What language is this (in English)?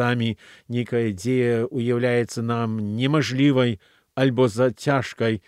Belarusian